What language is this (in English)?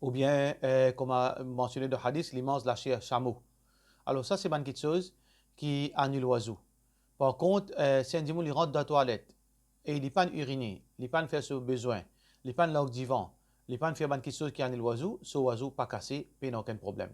Morisyen